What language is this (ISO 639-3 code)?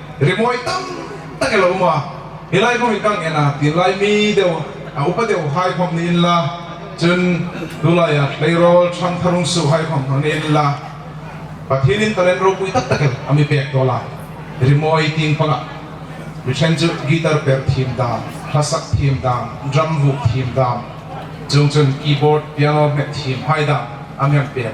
hmr